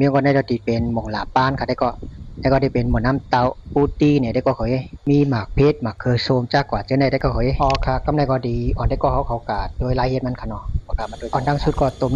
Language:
Shan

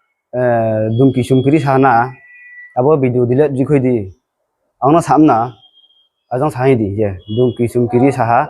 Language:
Riang (India)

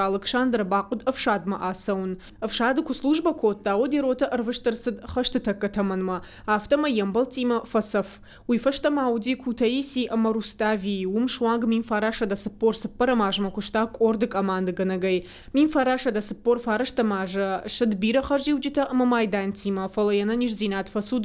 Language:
Ossetic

